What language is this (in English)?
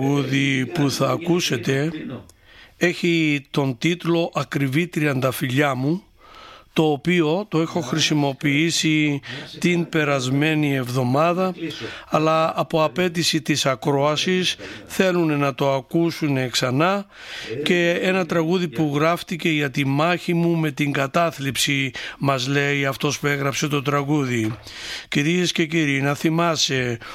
Greek